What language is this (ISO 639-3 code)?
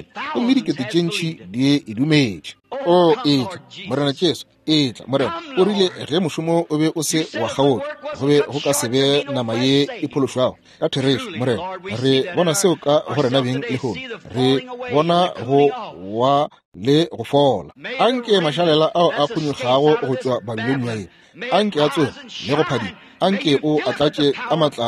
nso